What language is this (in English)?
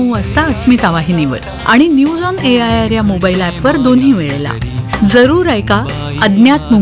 Marathi